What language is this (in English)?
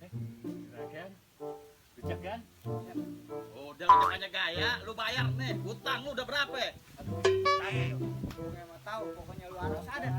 Betawi